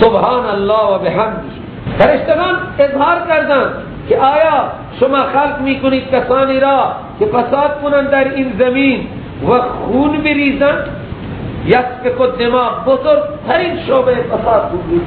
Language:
Persian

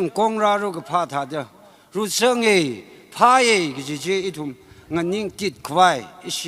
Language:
Tangkhul Naga (India)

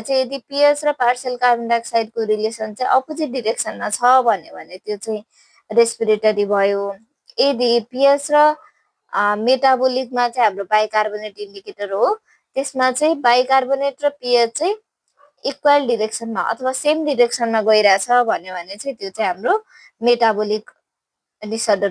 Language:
Nepali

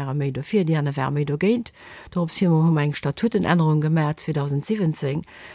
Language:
Luxembourgish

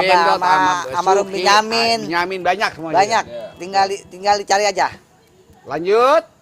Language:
Betawi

